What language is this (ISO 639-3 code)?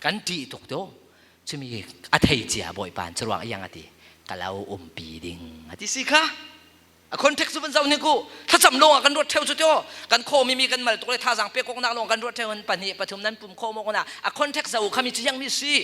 cfm